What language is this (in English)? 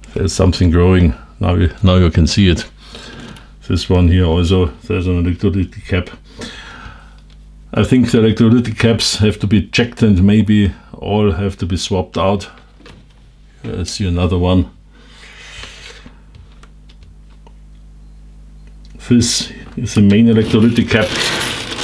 English